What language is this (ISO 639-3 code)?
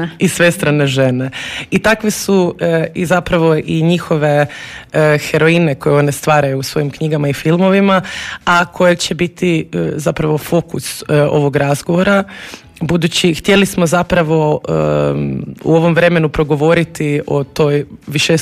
hrv